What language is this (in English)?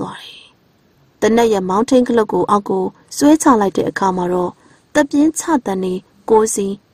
Burmese